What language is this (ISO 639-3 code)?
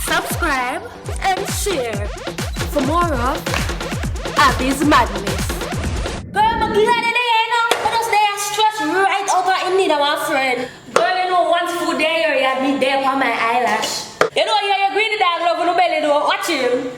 jam